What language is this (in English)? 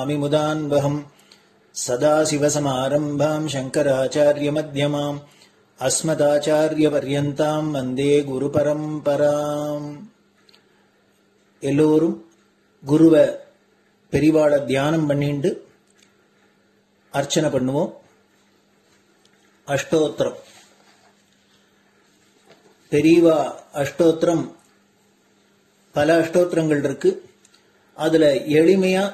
Tamil